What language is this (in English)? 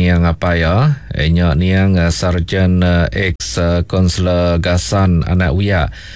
Iban